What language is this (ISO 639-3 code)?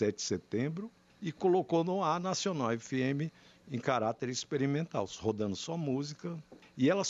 por